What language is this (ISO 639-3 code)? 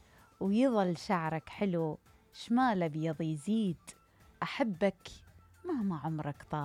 acm